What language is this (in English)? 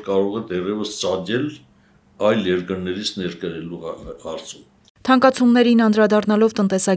Armenian